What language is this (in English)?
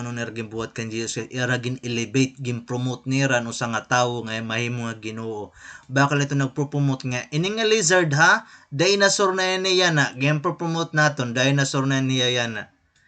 Waray